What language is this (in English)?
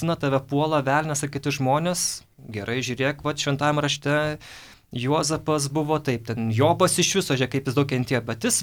Lithuanian